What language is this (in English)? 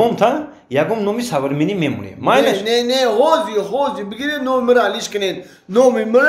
Tajik